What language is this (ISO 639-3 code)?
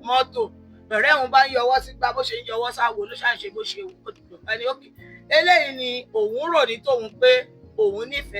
yor